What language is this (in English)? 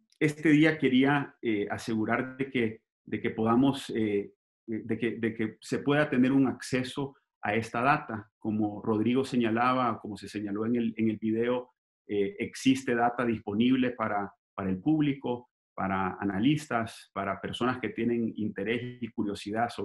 Spanish